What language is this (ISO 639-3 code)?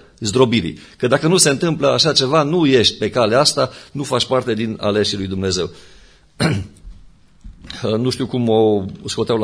ron